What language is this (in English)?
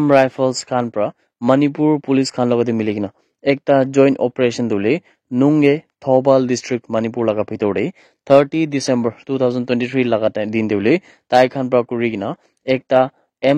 Naga Pidgin